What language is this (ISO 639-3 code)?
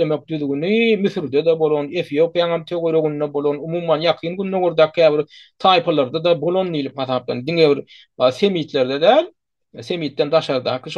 tuk